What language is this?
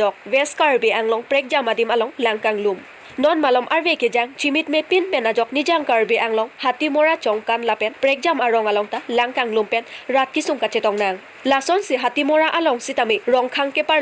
Karbi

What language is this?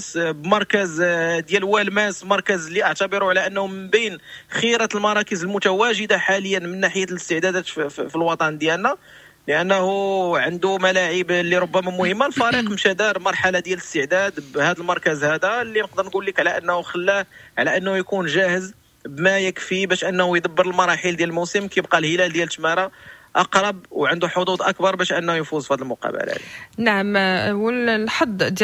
Moroccan Arabic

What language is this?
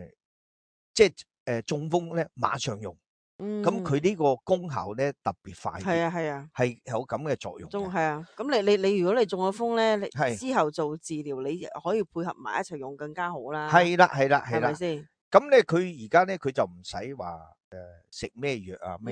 Cantonese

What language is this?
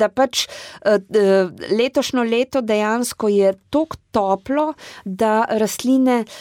Slovenian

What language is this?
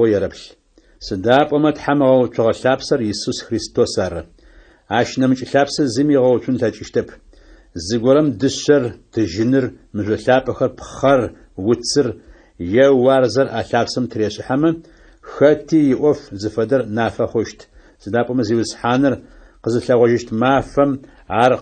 Adyghe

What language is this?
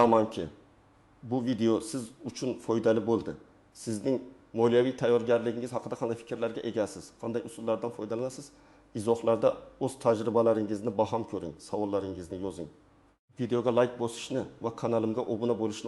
Uzbek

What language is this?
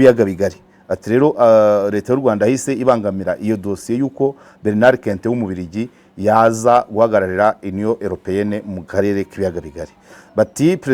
Kinyarwanda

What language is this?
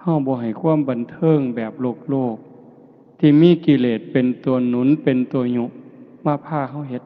Northeastern Thai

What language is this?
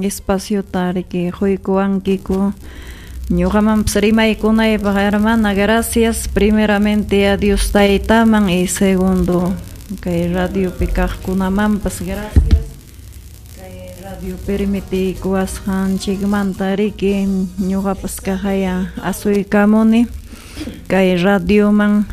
Ayacucho Quechua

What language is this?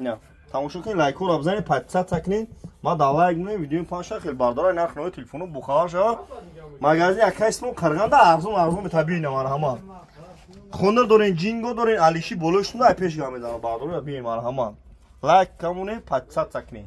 Tajik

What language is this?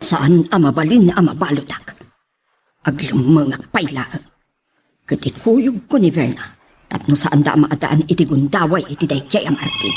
Iloko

